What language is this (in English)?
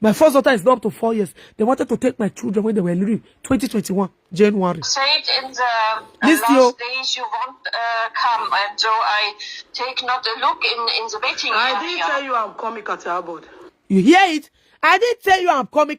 Nigerian Pidgin